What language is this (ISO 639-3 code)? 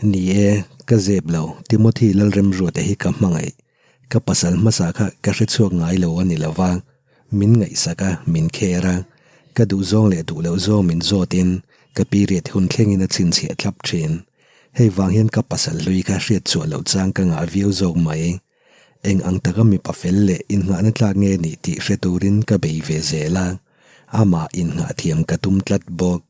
lus